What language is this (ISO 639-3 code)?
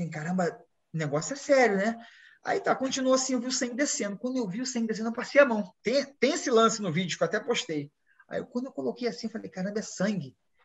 por